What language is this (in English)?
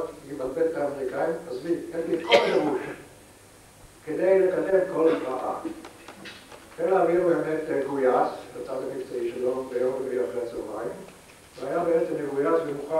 Hebrew